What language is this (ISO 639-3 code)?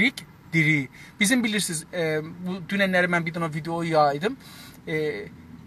azb